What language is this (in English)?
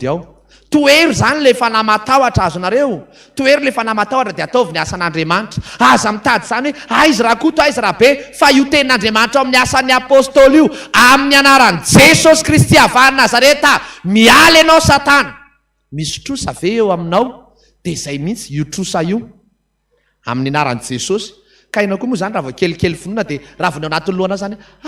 Malagasy